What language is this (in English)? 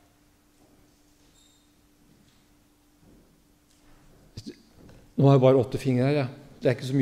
Norwegian